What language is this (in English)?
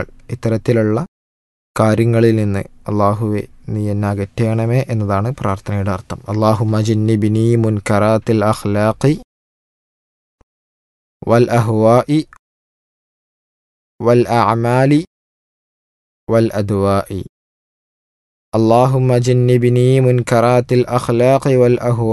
Malayalam